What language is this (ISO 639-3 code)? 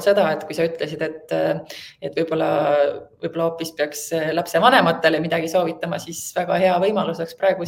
est